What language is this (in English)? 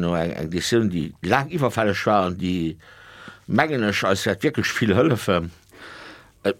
Luxembourgish